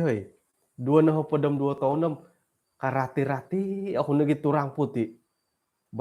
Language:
Central Dusun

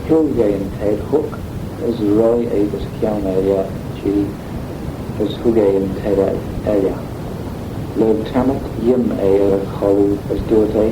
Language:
Manx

